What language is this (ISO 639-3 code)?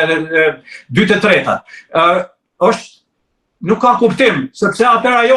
sqi